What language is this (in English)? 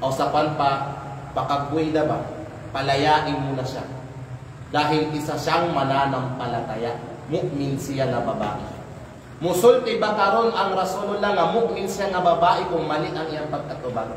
Kalagan